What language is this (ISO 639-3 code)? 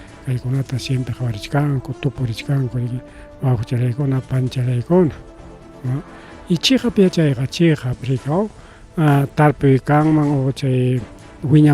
quy